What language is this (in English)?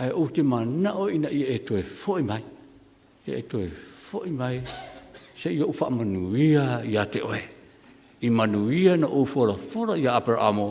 Samoan